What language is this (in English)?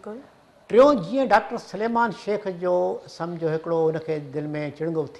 Sindhi